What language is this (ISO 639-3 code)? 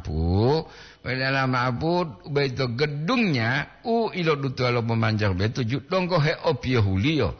gor